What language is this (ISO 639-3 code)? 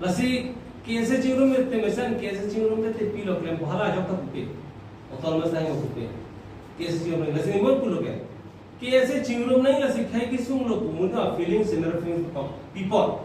mjw